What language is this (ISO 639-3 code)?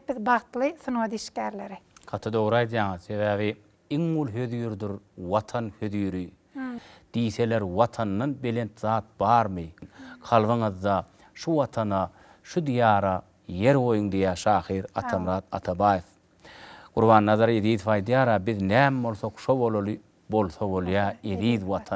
tuk